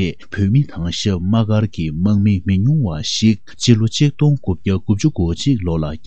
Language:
Tibetan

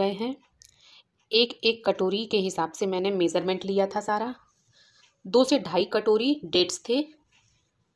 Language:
Hindi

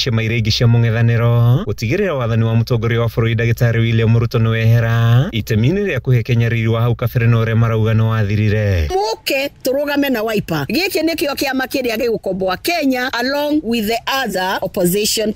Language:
Kikuyu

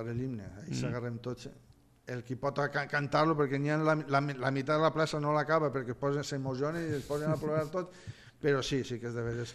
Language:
Catalan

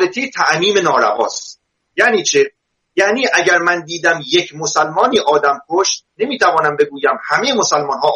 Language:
Persian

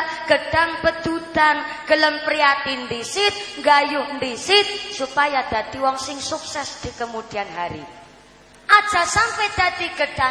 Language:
Javanese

